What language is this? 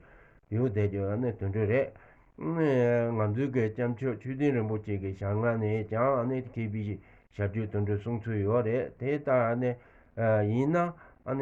Tibetan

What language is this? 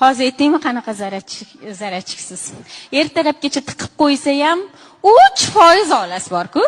Uzbek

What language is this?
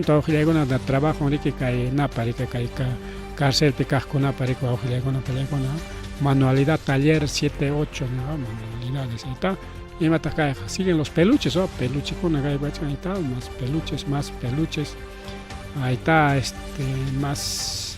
Ayacucho Quechua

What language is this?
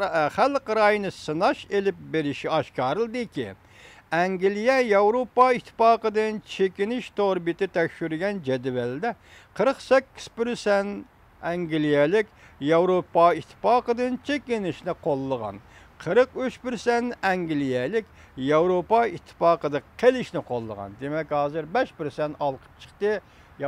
Uyghur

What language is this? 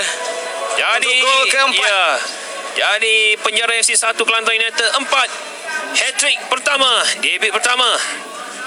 Malay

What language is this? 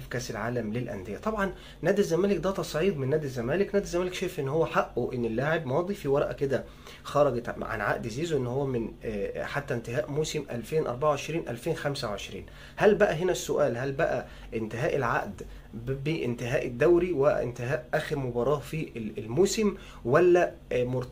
Egyptian Arabic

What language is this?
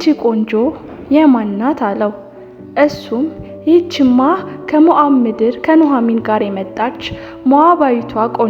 Amharic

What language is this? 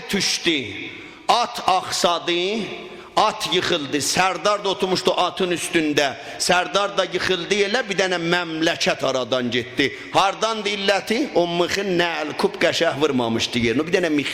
South Azerbaijani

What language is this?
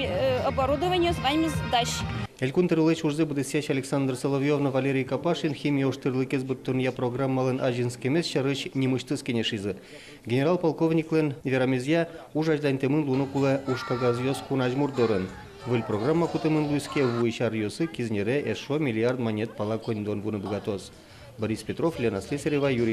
Udmurt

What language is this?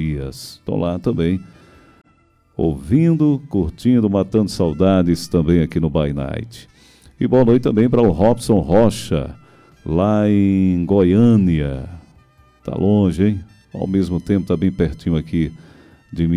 Portuguese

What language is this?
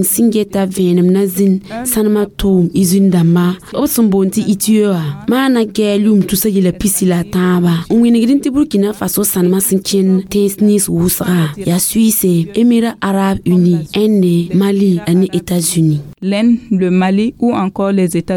Mossi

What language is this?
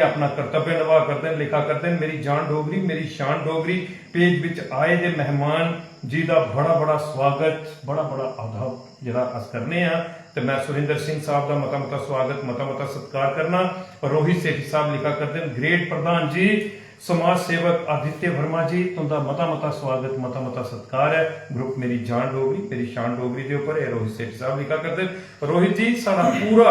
Dogri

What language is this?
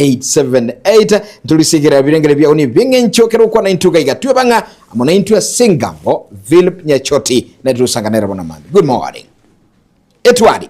Gusii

